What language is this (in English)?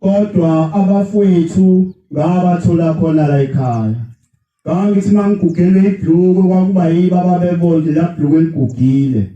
Zulu